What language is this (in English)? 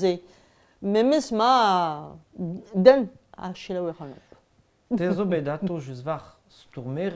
Breton